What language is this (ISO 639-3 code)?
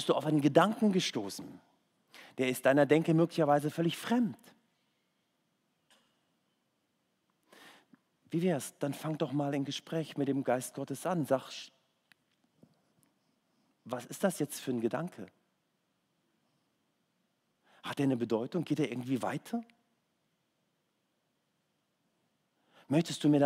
deu